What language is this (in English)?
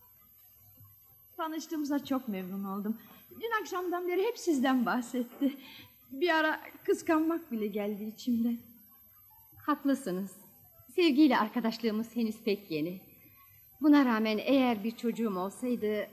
Turkish